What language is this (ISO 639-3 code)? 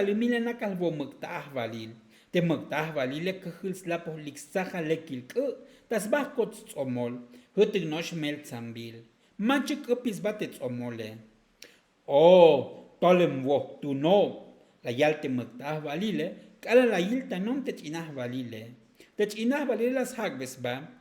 tzo